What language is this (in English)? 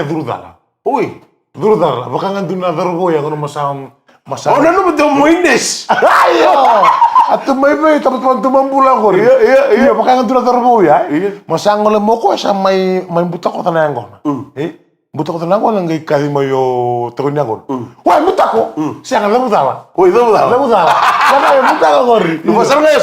Fijian